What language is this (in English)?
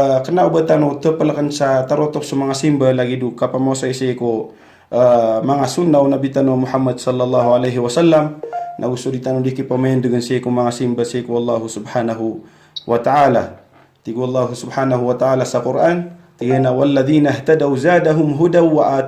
Maranao